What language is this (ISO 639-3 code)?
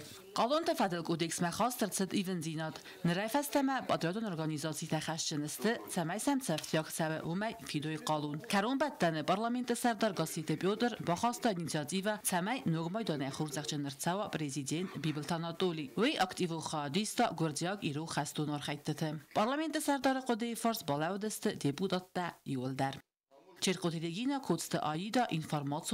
oss